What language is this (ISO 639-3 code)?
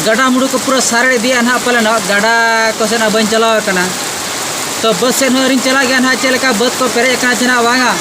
sat